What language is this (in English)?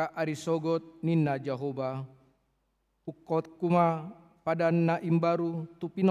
Batak Toba